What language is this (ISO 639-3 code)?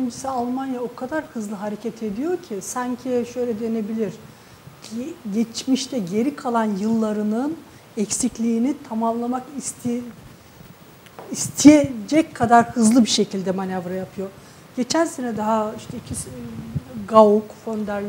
tur